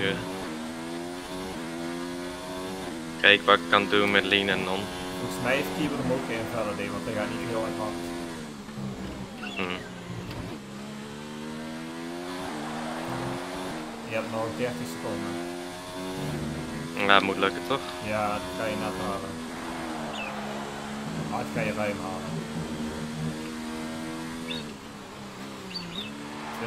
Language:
Dutch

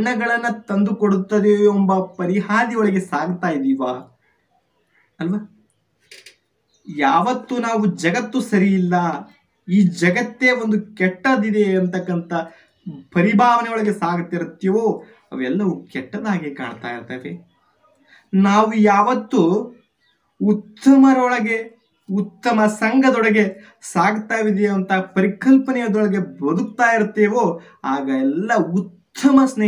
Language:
Kannada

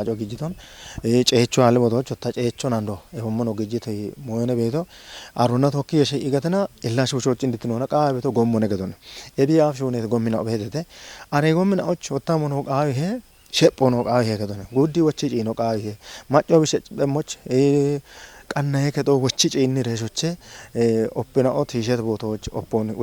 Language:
Kafa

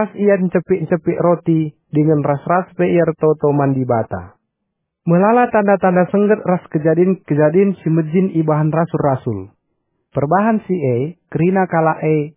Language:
Batak Karo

